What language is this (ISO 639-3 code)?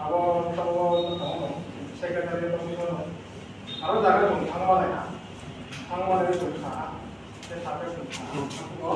ria